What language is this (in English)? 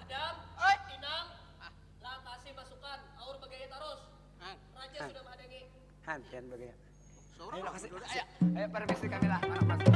Banjar